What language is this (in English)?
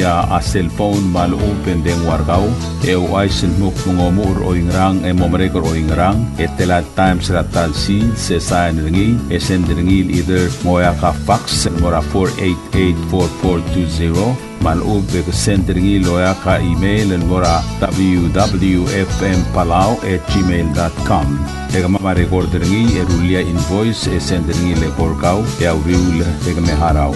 Palauan